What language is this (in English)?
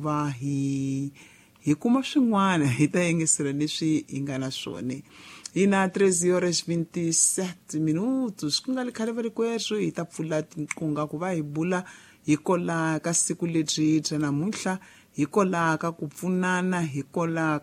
Tsonga